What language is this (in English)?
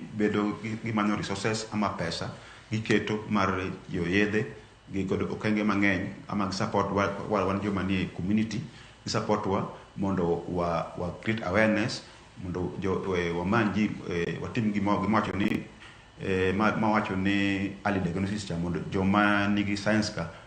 Luo (Kenya and Tanzania)